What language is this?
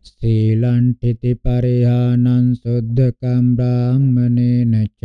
Pali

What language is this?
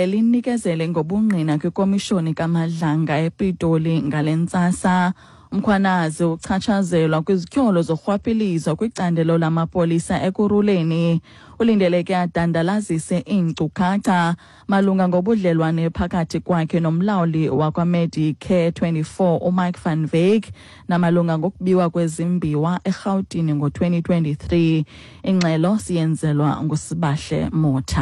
Xhosa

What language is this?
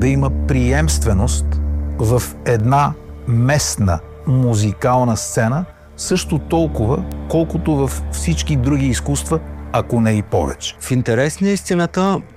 Bulgarian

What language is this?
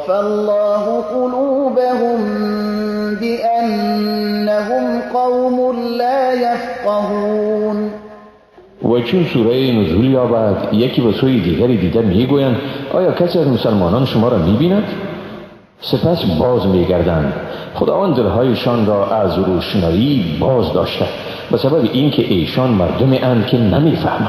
Persian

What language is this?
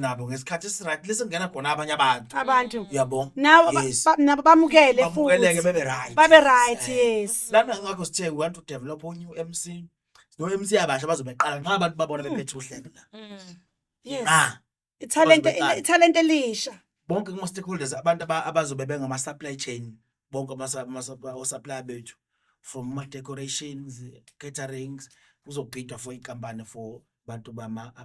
Zulu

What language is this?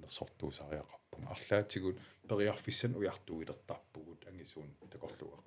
Kalaallisut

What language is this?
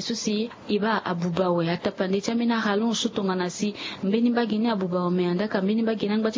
Sango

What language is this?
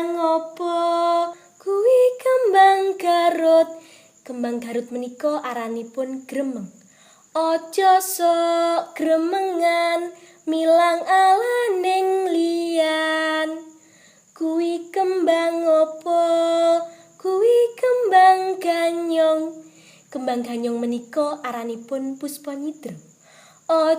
Javanese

